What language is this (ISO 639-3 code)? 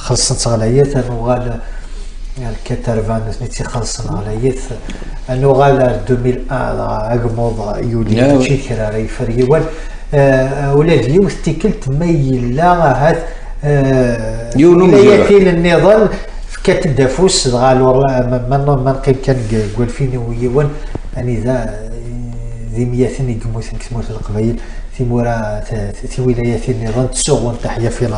kab